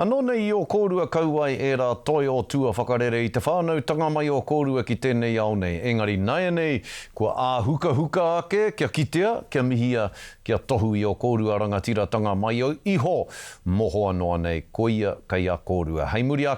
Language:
Māori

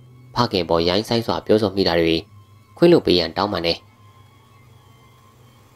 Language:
Burmese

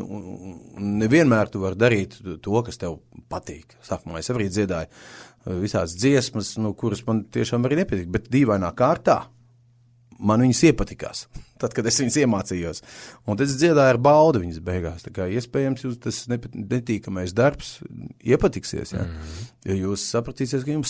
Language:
Latvian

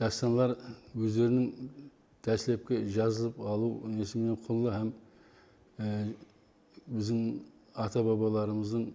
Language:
Kara-Kalpak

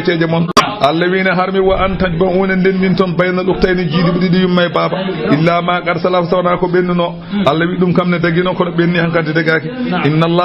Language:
Fula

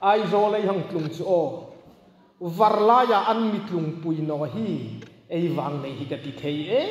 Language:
Hmar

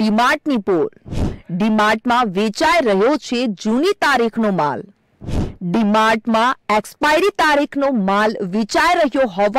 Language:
Gujarati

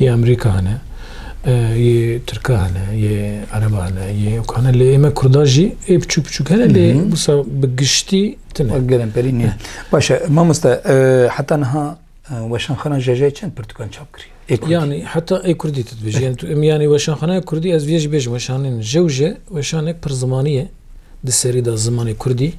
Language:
Kurdish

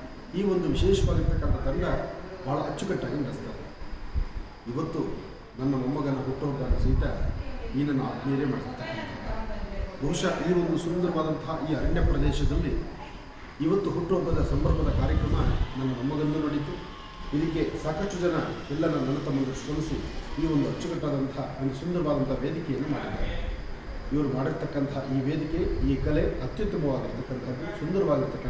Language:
Kannada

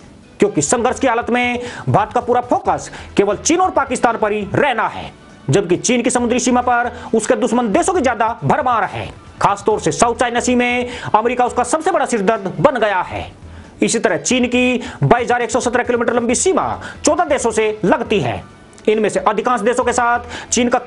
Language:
Hindi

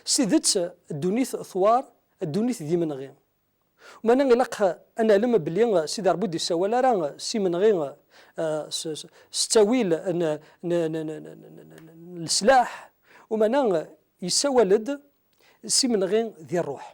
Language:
Kabyle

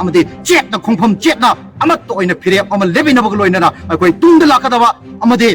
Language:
Manipuri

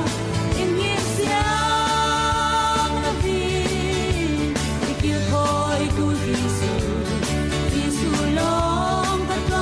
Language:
Falam Chin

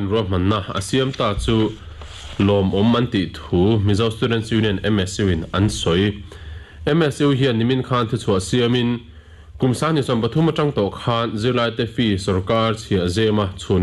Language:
Mizo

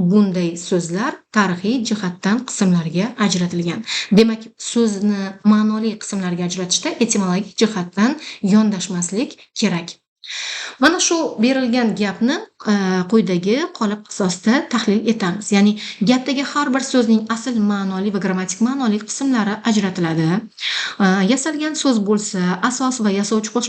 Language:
Uzbek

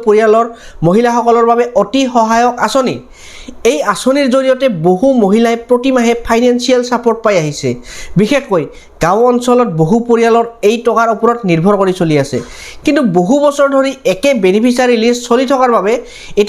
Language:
Assamese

